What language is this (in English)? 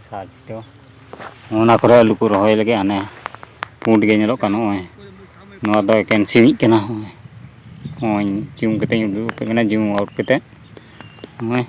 Santali